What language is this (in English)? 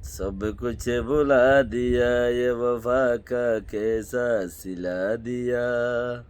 Rohingya